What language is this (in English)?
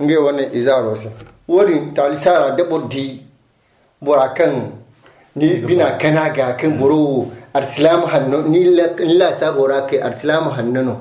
Zarma